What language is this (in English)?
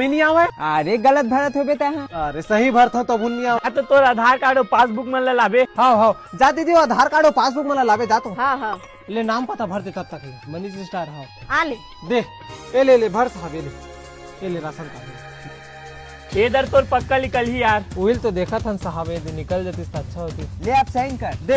Chhattisgarhi